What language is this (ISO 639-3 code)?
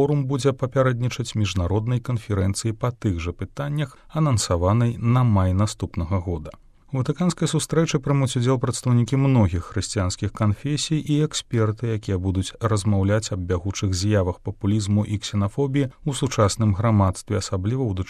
bel